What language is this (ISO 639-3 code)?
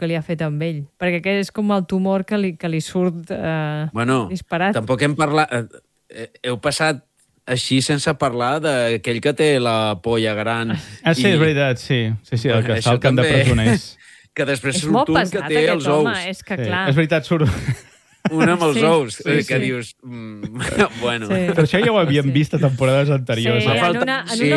cat